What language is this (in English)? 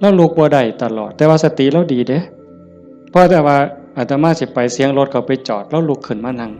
Northeastern Thai